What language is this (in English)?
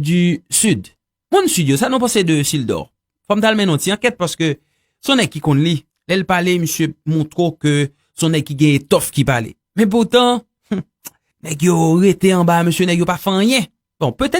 Haitian Creole